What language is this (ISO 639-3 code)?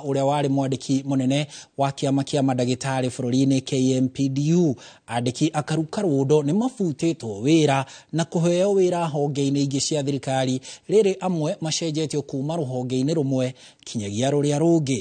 kik